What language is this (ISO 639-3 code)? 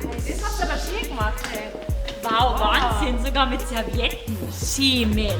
bar